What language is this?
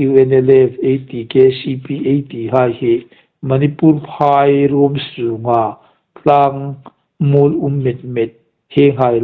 Hmar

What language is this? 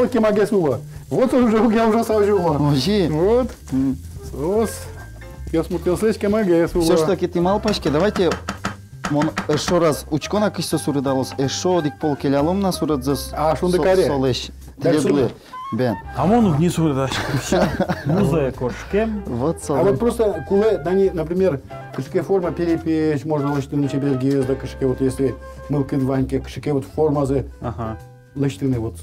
Udmurt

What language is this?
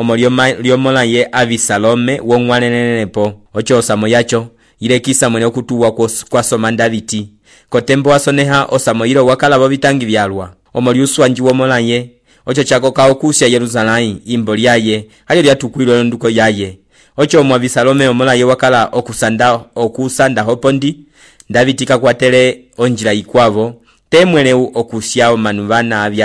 Umbundu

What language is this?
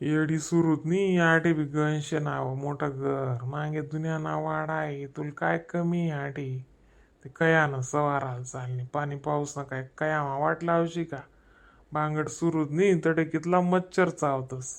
Khandesi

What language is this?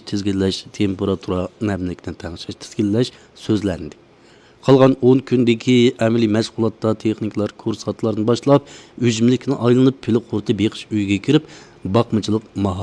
Uyghur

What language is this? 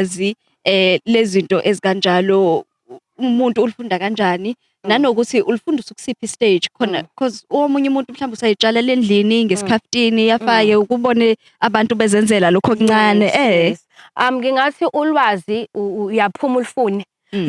Zulu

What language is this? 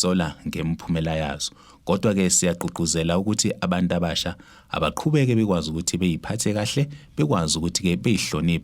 Zulu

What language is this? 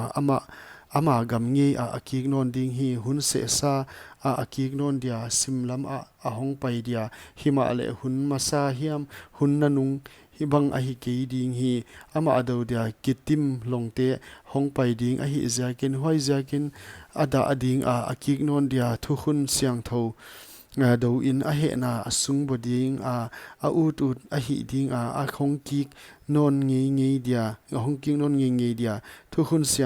Paite Chin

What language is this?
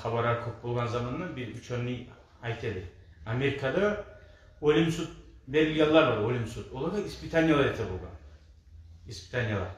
Kumyk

